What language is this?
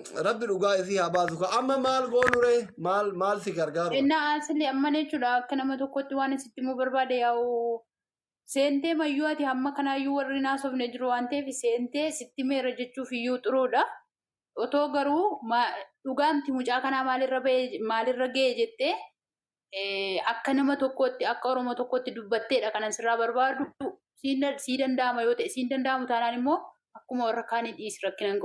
Oromo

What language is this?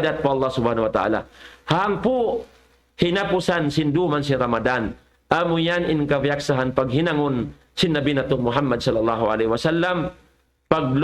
Tausug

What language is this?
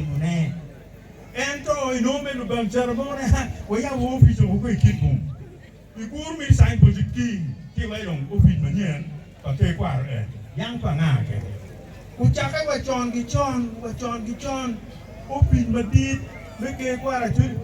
Acoli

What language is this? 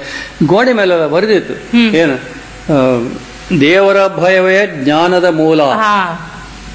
Kannada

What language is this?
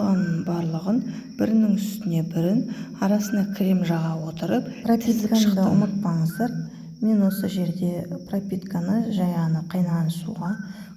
Kazakh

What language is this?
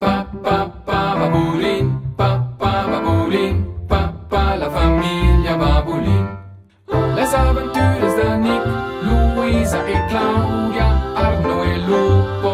Romansh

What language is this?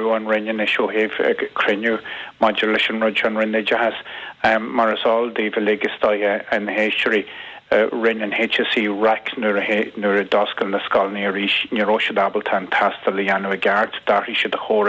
Irish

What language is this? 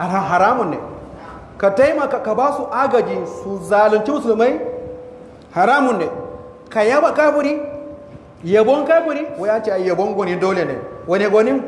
Hausa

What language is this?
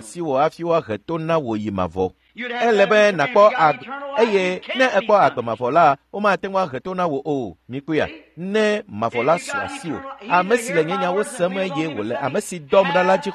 Ewe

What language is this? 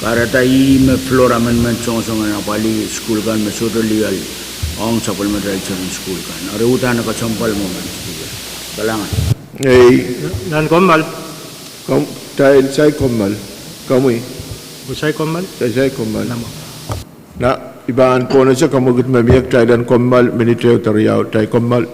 Pohnpeian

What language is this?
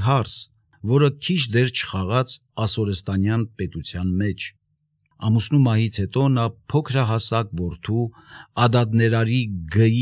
Armenian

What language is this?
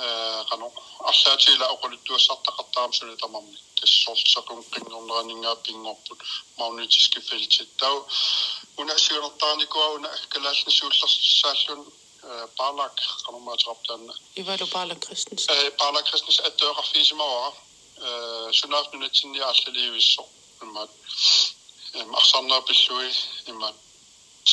Kalaallisut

